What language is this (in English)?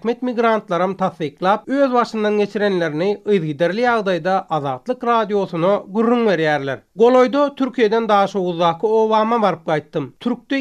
Turkmen